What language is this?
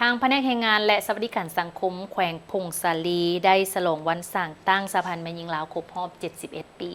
Lao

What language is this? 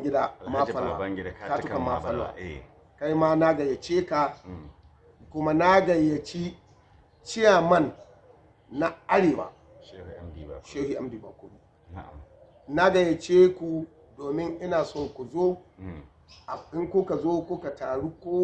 Hausa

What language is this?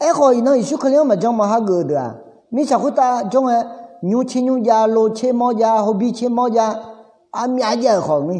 Akha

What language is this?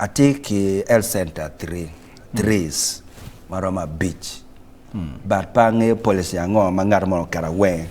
Acoli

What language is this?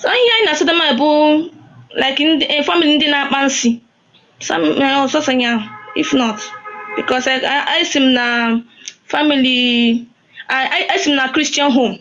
Igbo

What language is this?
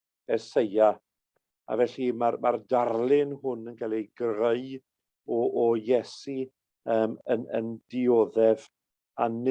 Welsh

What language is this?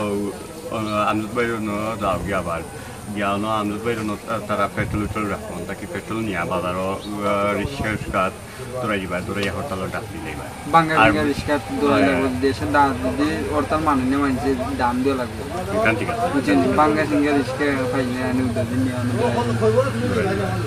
Sylheti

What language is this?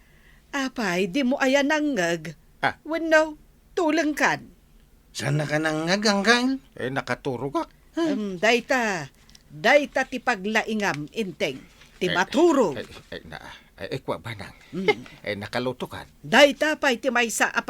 Iloko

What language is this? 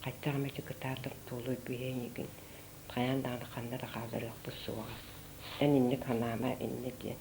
Yakut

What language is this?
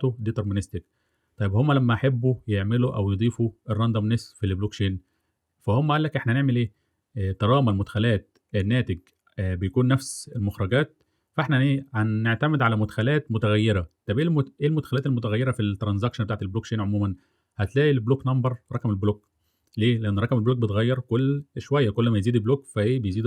Egyptian Arabic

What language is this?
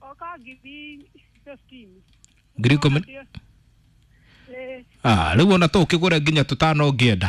Kikuyu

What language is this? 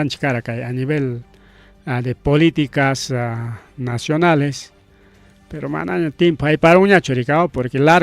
Ayacucho Quechua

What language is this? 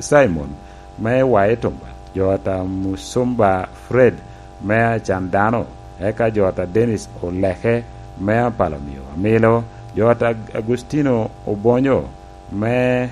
Lango (Uganda)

